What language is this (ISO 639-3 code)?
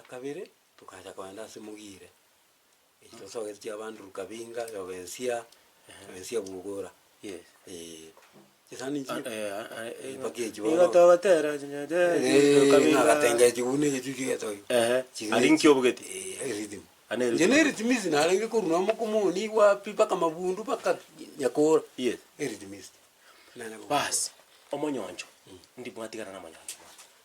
guz